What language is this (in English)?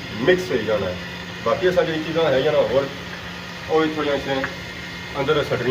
Pahari-Potwari